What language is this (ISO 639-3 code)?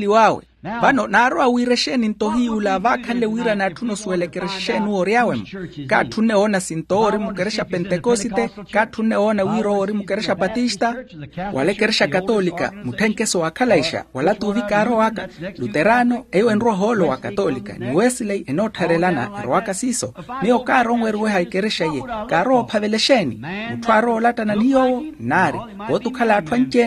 vmw